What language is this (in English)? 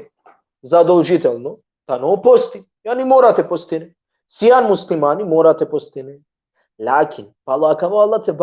Balkan Romani